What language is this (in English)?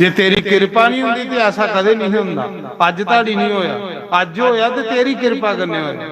Dogri